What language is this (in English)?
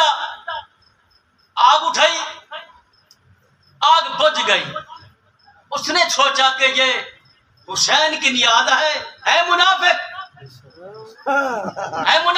Urdu